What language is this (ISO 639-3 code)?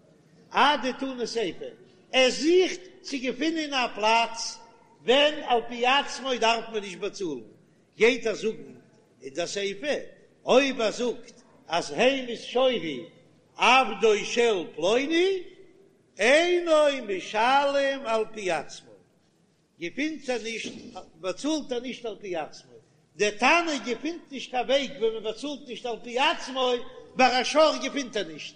yid